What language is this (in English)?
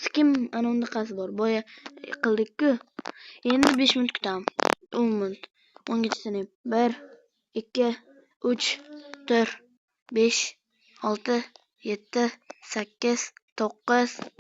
Uzbek